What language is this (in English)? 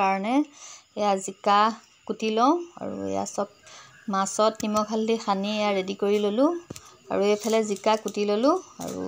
Assamese